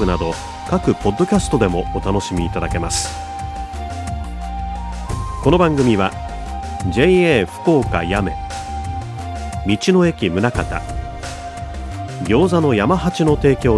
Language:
Japanese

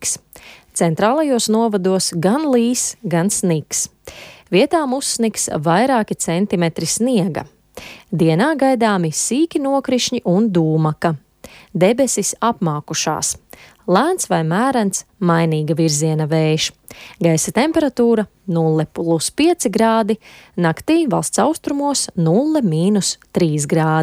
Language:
Latvian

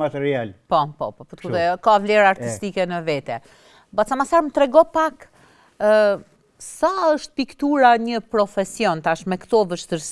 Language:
Albanian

